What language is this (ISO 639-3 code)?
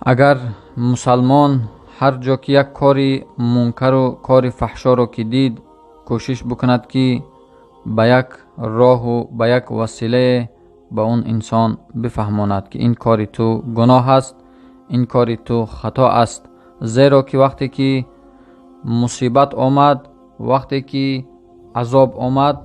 tgk